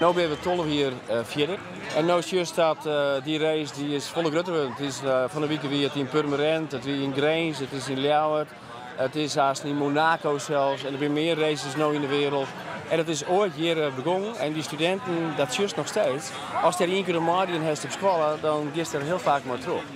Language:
Western Frisian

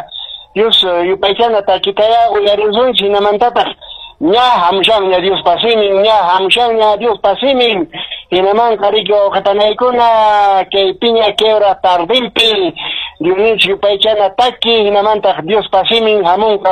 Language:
Quechua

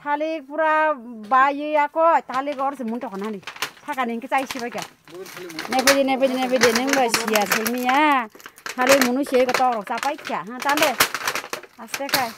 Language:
Kok Borok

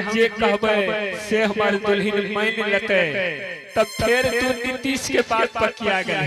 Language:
Angika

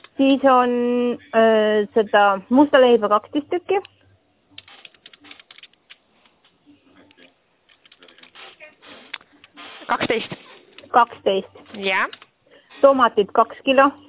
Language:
Estonian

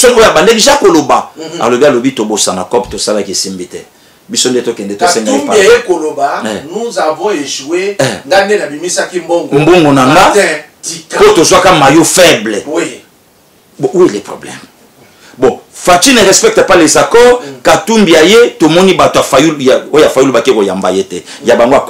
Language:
Lingala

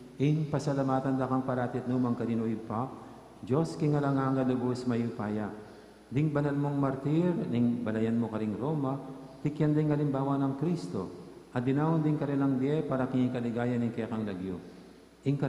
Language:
Pampanga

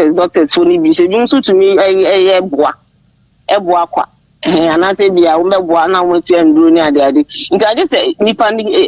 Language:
Akan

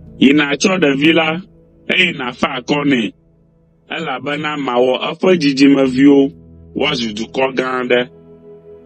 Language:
Ewe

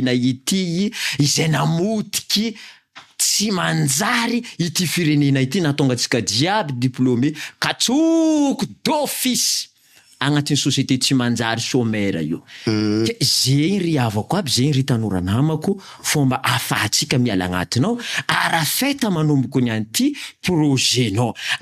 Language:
Malagasy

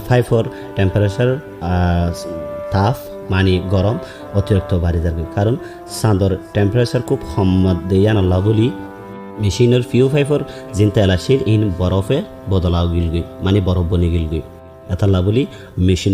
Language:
Rohingya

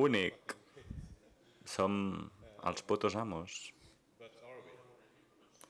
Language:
Catalan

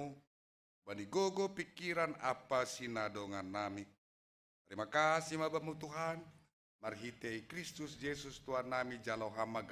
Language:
Batak Simalungun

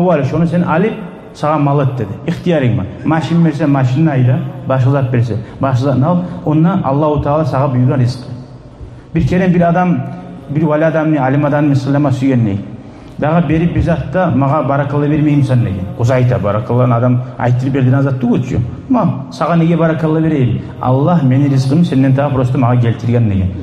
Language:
Kumyk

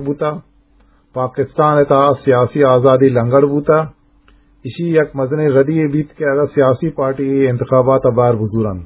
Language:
Eastern Balochi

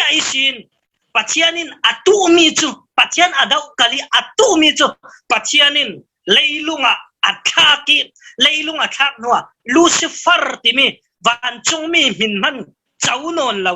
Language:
Falam Chin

